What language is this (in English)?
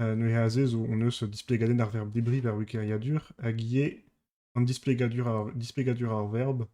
Breton